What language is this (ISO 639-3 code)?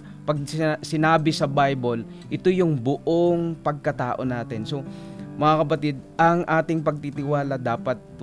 fil